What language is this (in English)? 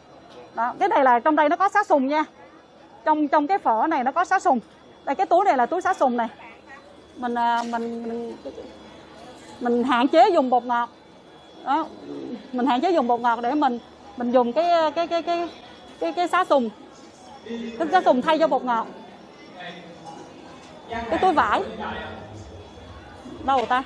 Vietnamese